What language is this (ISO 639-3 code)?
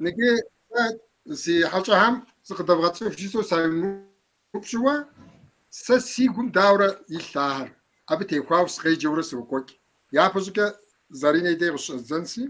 kbd